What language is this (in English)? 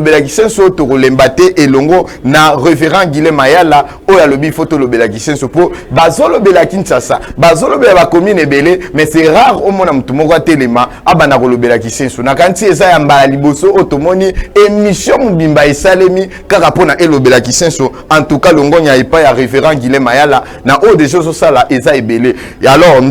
Lingala